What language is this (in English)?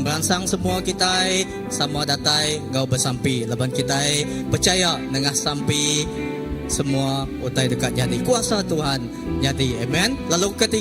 Iban